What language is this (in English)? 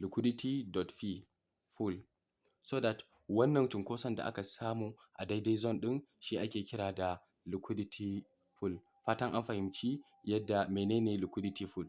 Hausa